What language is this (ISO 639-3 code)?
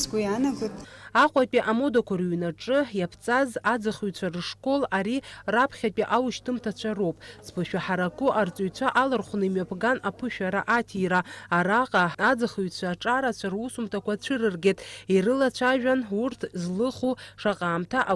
abk